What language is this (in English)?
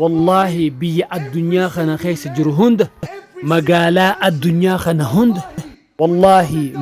Oromo